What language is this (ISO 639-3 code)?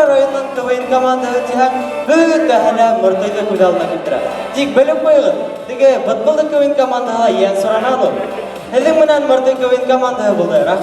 bak